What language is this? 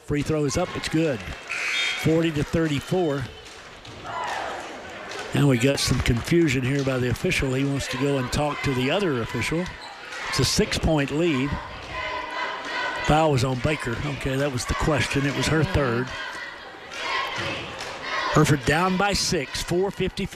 English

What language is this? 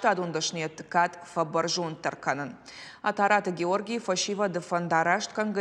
Ossetic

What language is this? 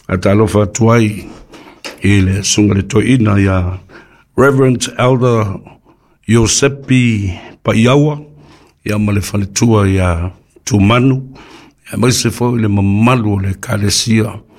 Samoan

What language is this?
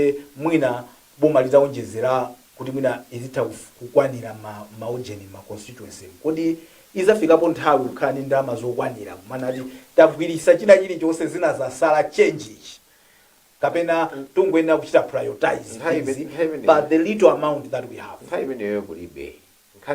Nyanja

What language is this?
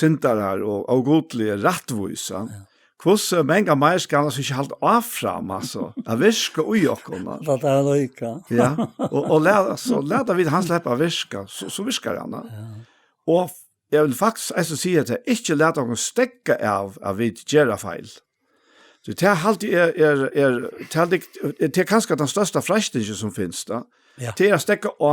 Faroese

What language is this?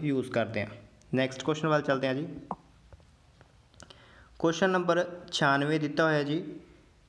Punjabi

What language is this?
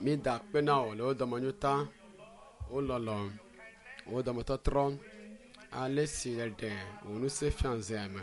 Ewe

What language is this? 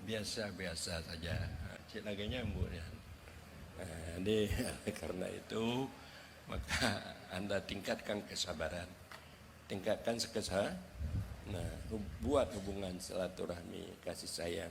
Achinese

